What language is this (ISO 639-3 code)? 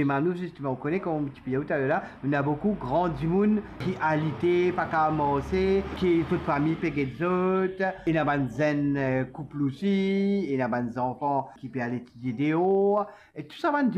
mfe